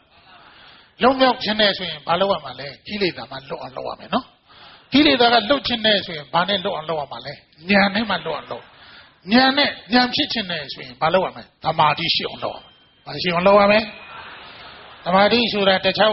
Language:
Burmese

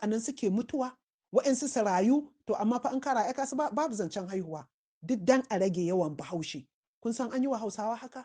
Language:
Hausa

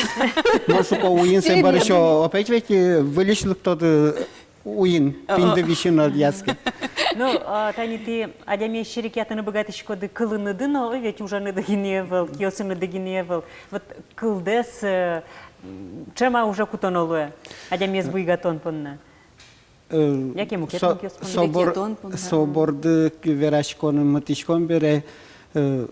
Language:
Udmurt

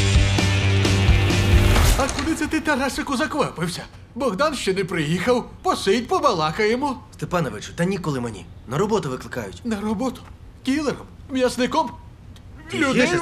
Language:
Ukrainian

